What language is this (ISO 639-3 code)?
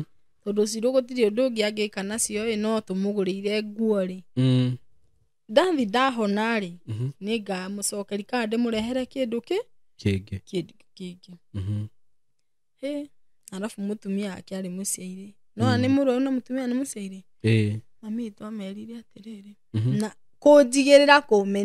kik